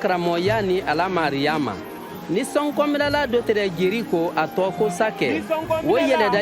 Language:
Mandingo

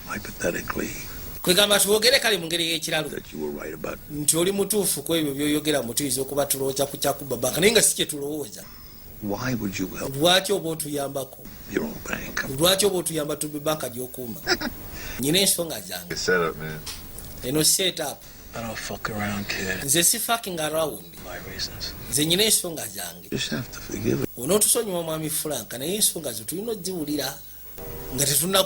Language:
Ganda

